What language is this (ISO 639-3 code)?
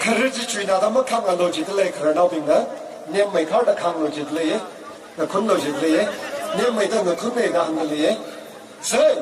nmf